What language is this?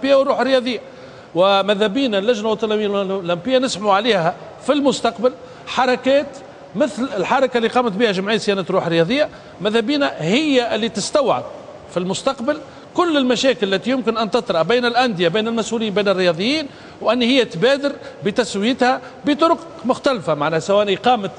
Tunisian Arabic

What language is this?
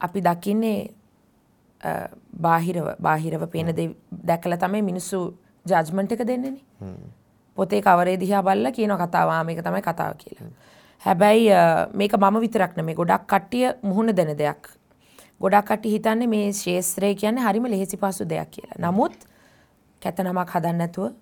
Sinhala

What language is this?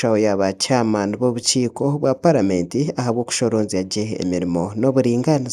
Nyankole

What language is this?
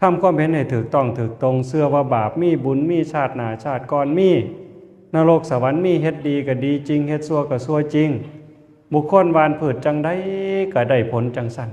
Northeastern Thai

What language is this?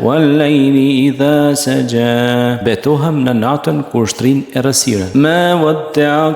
Albanian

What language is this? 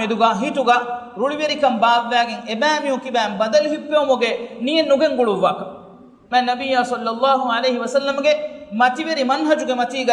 Divehi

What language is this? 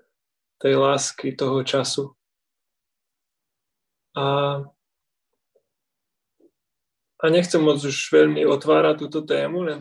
Slovak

